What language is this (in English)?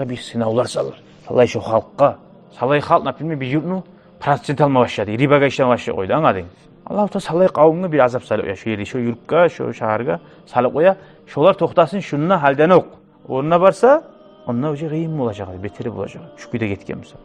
Kumyk